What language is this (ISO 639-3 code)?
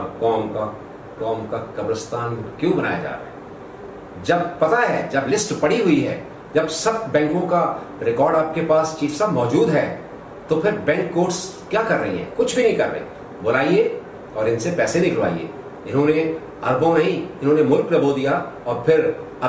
urd